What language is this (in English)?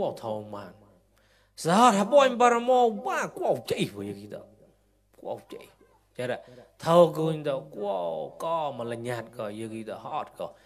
Mon